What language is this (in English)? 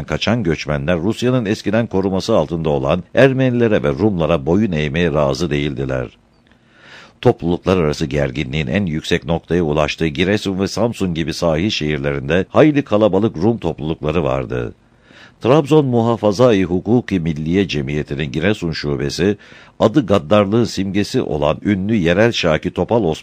Turkish